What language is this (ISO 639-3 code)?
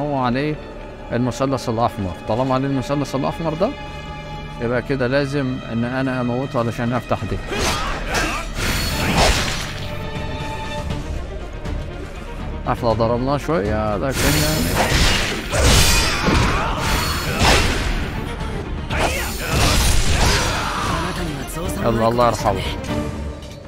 arz